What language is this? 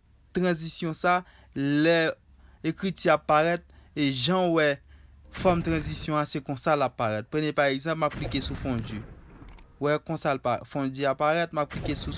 Haitian Creole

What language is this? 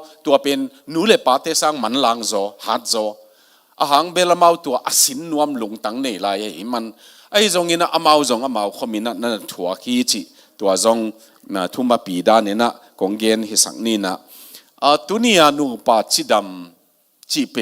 Tedim Chin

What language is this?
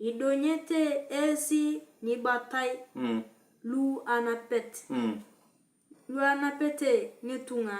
Turkana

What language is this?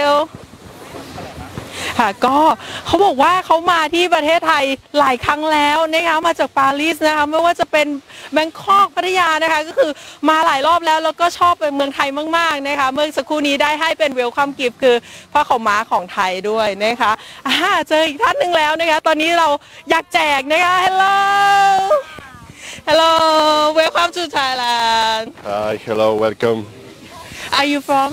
Thai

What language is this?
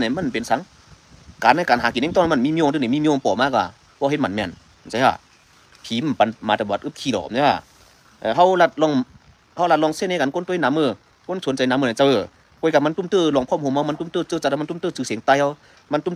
Shan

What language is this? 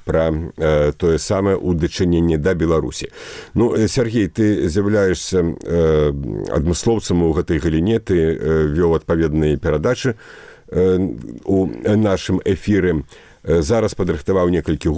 Belarusian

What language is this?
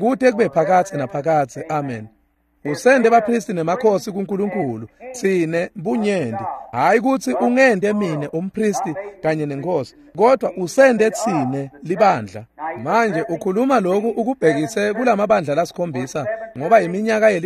Swati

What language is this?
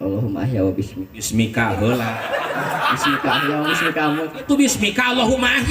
Sundanese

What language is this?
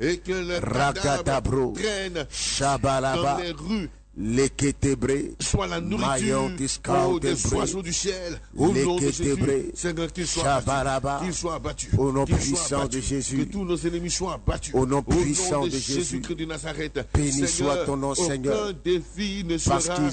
French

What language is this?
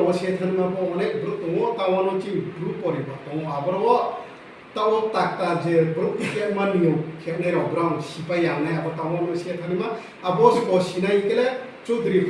Riang (India)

